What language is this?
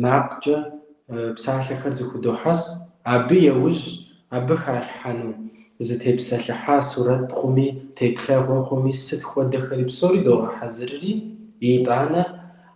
Kabardian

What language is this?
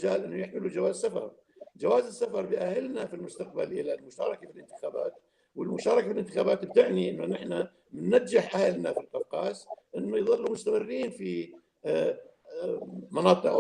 North Levantine Arabic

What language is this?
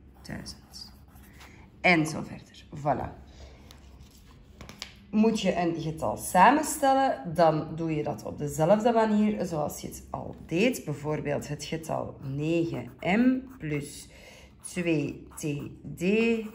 Dutch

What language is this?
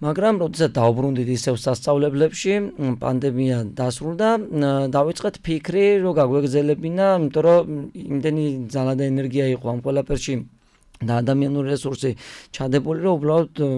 Georgian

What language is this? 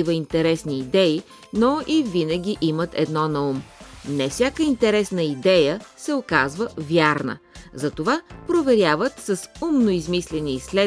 Bulgarian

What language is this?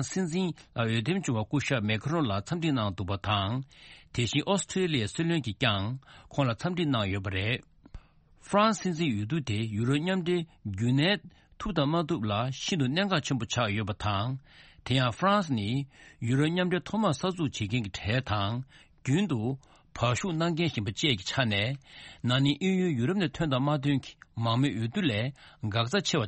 Tibetan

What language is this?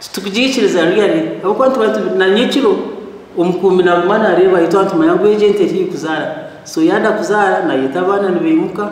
Nyankole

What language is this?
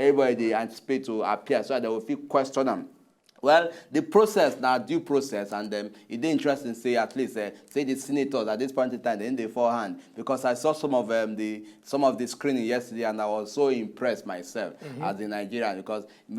Nigerian Pidgin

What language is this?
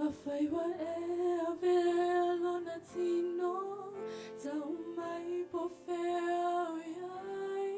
Samoan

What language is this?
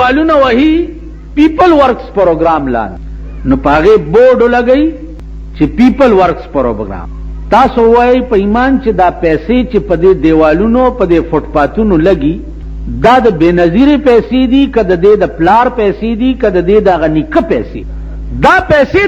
Pashto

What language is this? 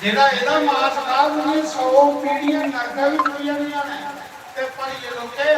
Dogri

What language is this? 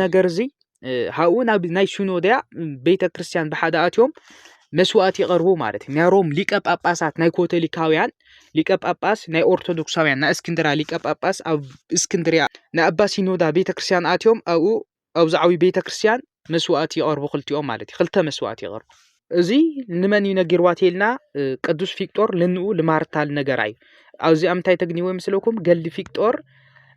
Tigrinya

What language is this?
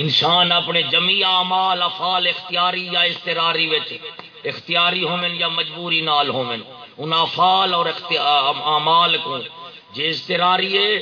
Saraiki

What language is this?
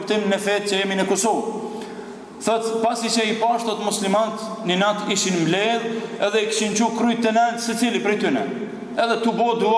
Albanian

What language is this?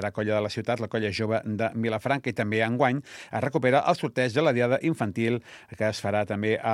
Catalan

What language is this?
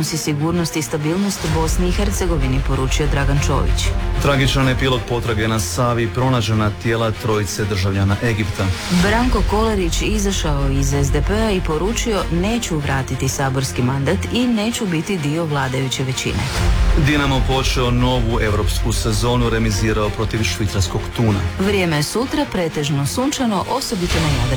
Croatian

